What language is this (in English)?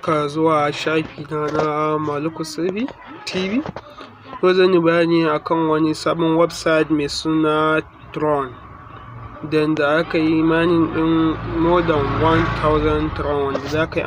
Hausa